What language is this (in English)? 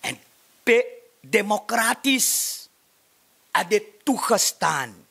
Sranan Tongo